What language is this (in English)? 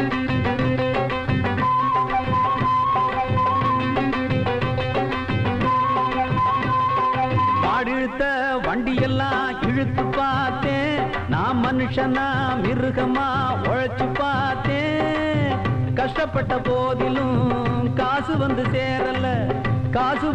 Tamil